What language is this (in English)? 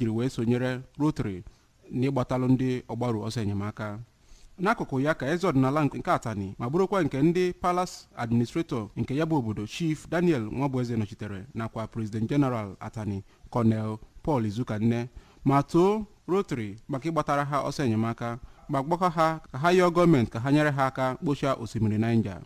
Igbo